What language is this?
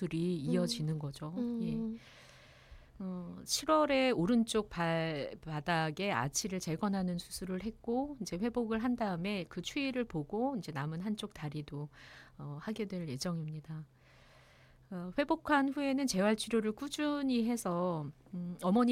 Korean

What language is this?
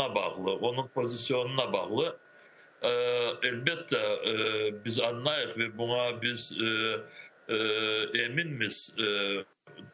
Crimean Tatar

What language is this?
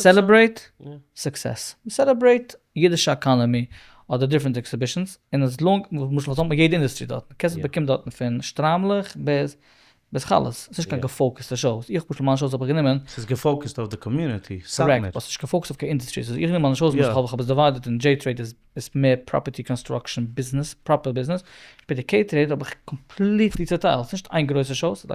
Yiddish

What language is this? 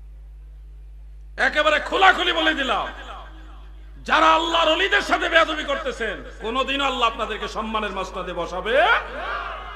Bangla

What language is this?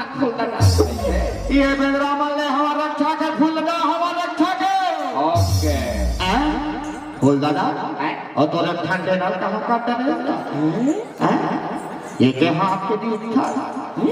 Chhattisgarhi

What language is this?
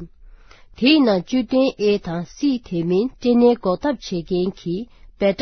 Tibetan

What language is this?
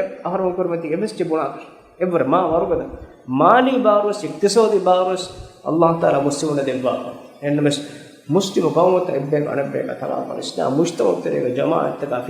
Divehi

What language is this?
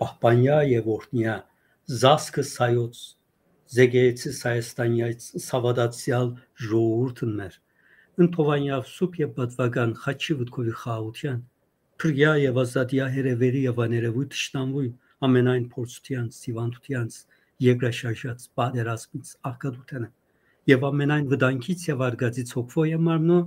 Western Armenian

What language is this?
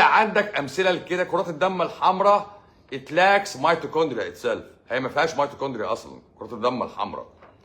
Egyptian Arabic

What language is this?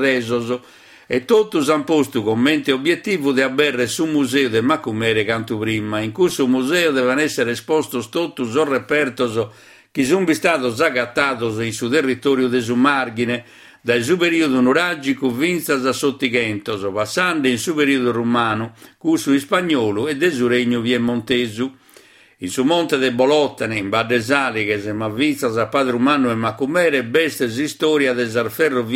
Sardinian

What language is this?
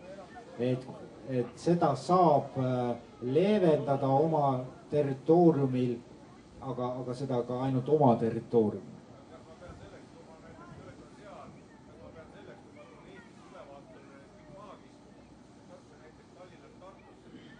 Estonian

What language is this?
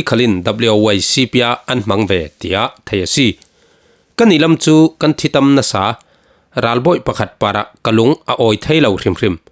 Falam Chin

